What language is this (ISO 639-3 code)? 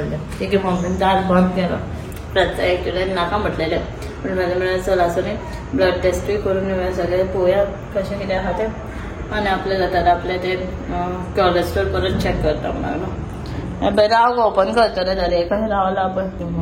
kok